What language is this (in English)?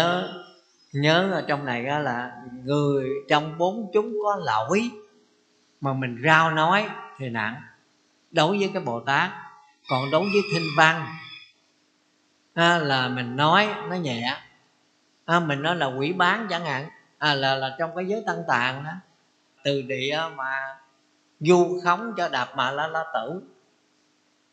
Vietnamese